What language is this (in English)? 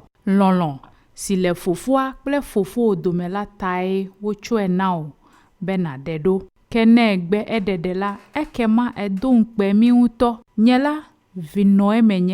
Ewe